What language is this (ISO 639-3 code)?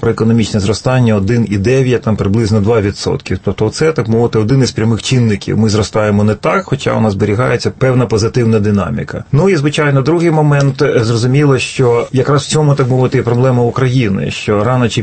ukr